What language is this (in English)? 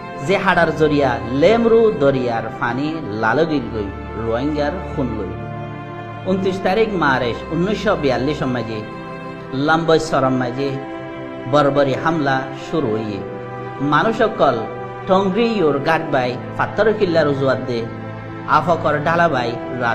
Rohingya